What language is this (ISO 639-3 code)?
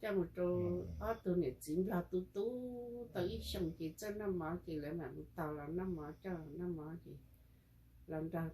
hmn